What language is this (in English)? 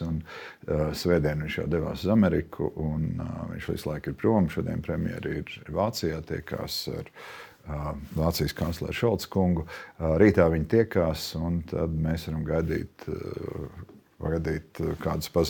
Latvian